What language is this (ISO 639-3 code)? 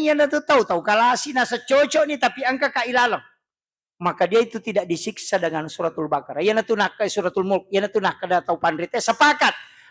bug